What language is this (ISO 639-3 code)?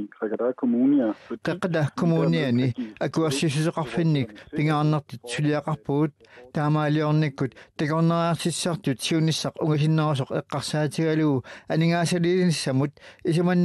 kal